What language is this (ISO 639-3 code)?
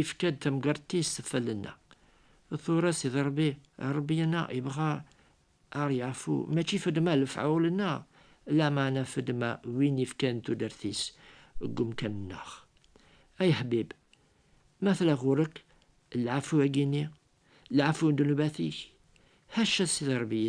kab